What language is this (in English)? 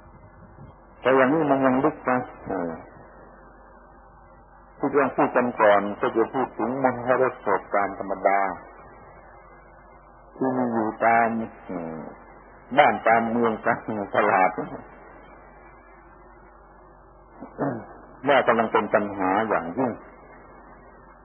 Thai